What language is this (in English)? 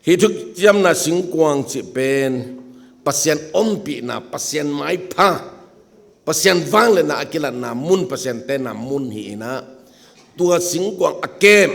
Tedim Chin